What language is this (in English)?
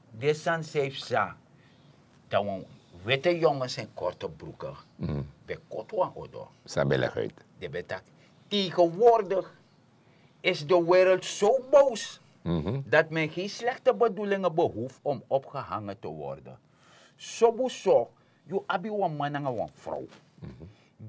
Sranan Tongo